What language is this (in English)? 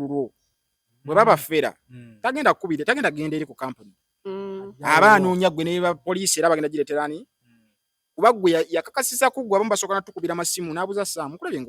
Ganda